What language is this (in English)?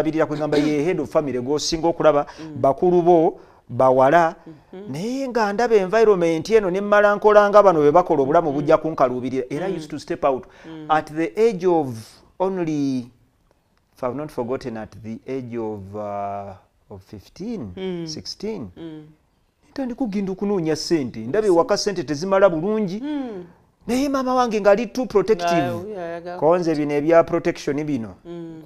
Ganda